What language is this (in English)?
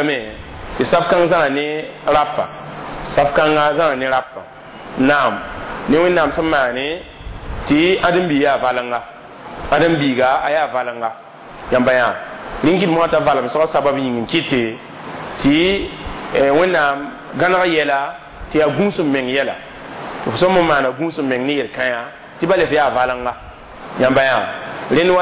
Mossi